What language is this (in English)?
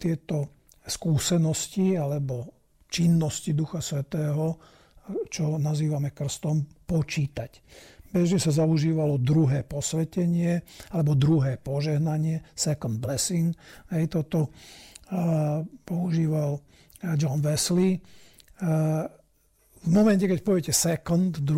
Slovak